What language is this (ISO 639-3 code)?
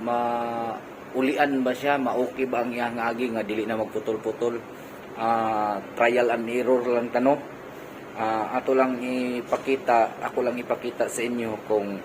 ceb